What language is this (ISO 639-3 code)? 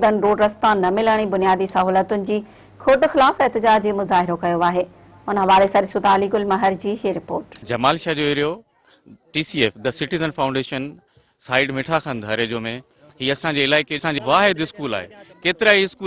snd